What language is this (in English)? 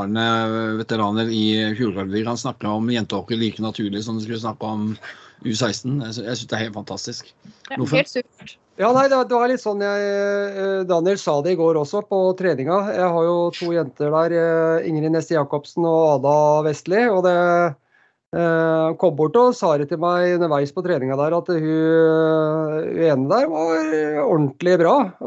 Norwegian